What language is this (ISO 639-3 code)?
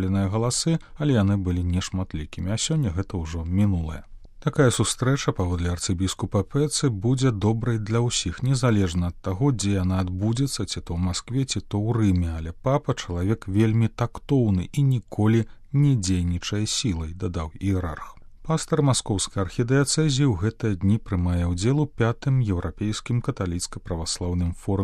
bel